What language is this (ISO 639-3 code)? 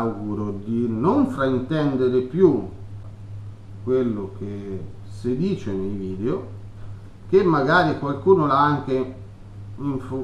ita